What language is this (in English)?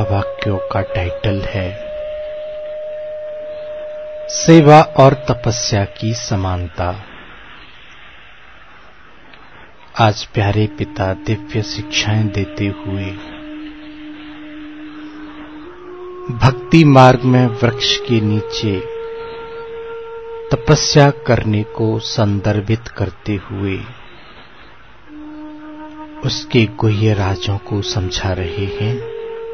Hindi